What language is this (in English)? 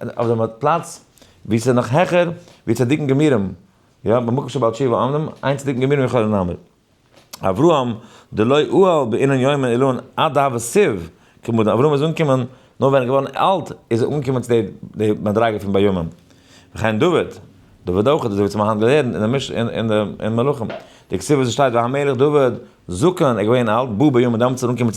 Yiddish